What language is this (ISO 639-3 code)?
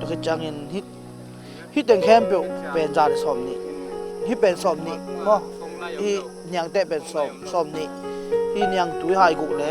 ctd